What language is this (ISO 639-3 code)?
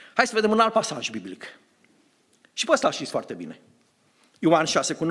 ron